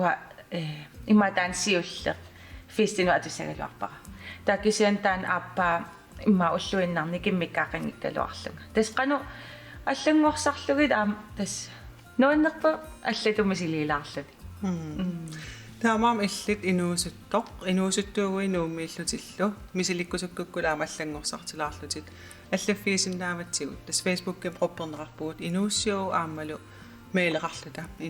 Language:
Kalaallisut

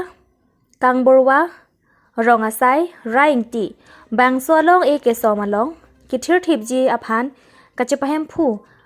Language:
Karbi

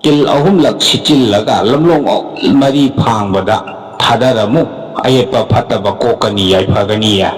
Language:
Manipuri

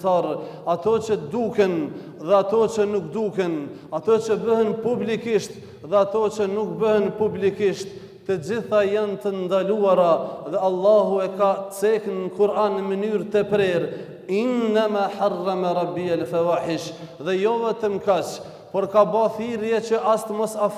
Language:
Albanian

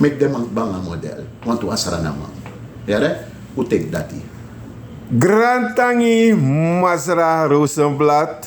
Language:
Sranan Tongo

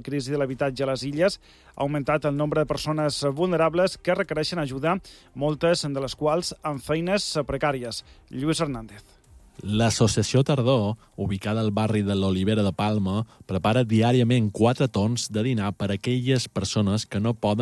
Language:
Catalan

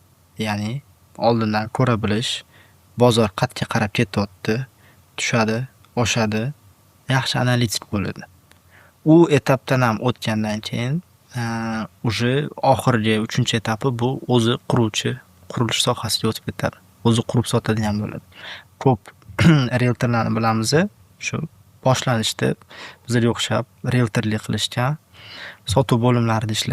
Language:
Uzbek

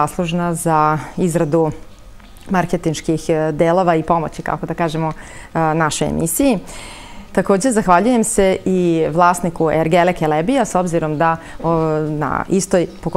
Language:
Serbian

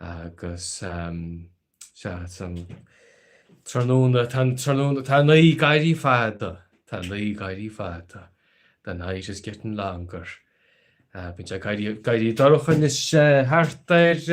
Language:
Irish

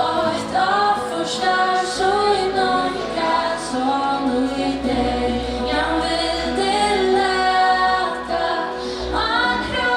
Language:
Faroese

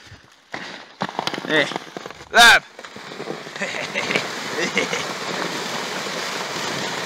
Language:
Estonian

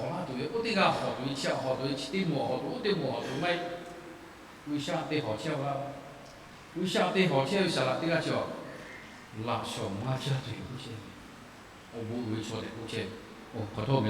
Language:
Lahu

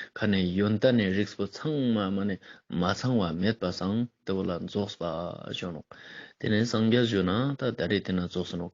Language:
Ladakhi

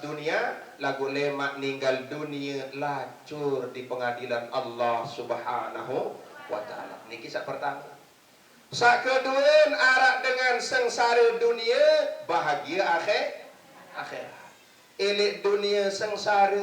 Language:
Sasak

